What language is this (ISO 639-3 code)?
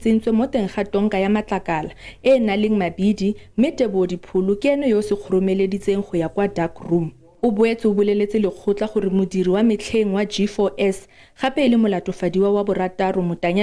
tsn